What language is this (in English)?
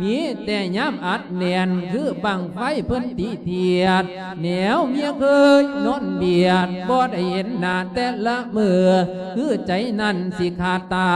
Lao